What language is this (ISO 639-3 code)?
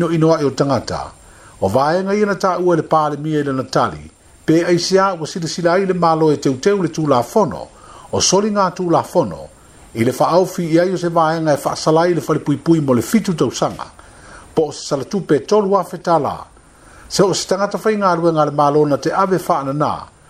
smo